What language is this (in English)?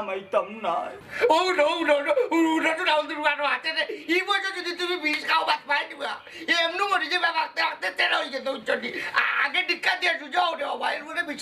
Sylheti